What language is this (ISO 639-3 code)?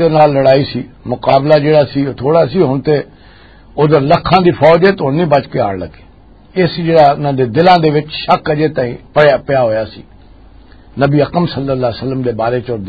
lah